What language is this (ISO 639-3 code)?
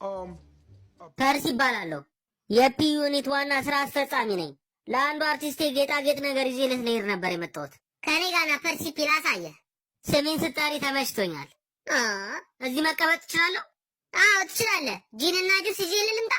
amh